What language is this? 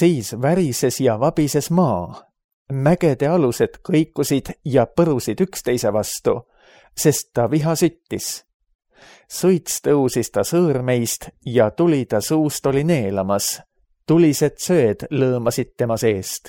Estonian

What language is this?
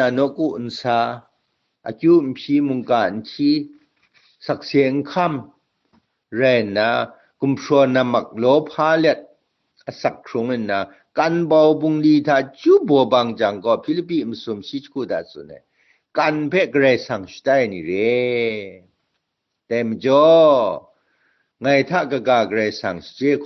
Kachin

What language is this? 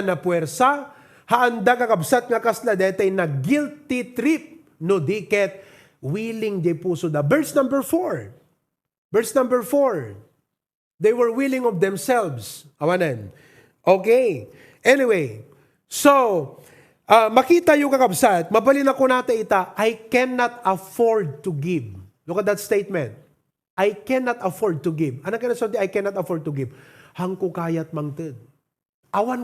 Iloko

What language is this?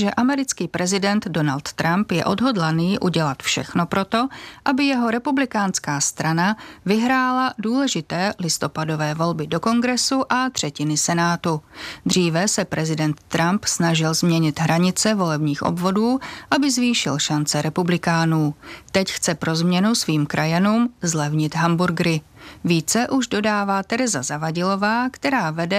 Czech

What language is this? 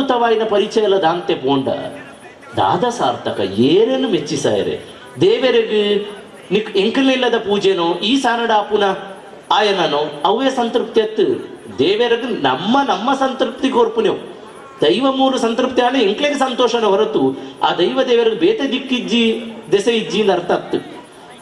Tulu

